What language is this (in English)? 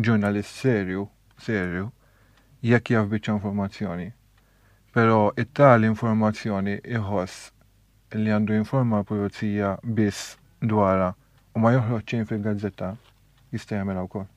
Maltese